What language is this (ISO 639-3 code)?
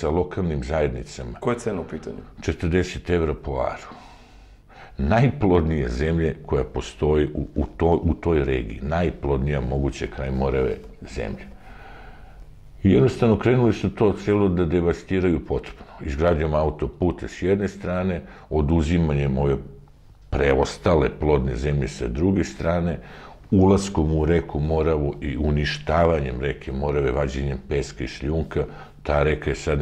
srp